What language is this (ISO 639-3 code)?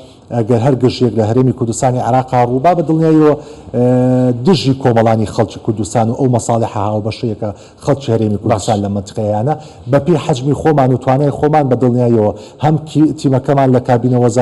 ckb